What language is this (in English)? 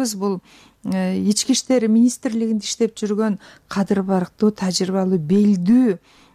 Kyrgyz